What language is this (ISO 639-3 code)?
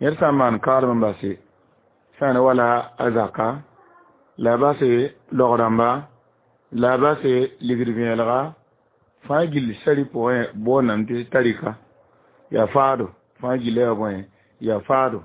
mos